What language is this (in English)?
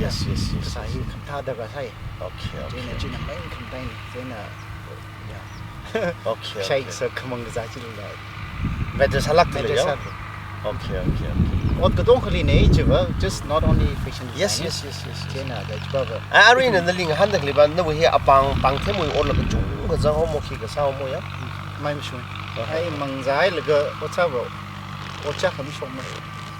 Tangkhul Naga (India)